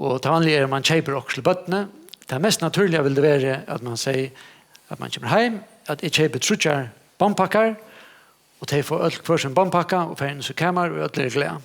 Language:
Faroese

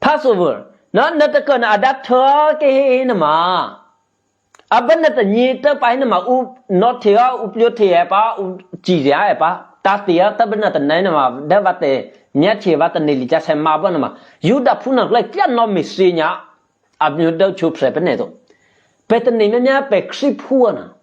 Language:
Eastern Kayah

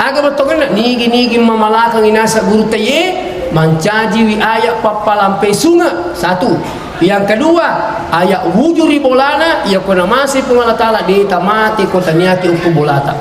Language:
Buginese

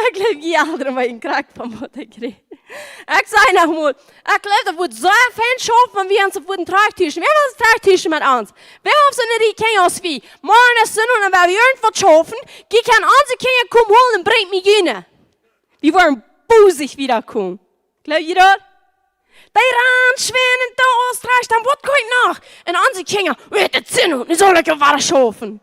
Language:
Plautdietsch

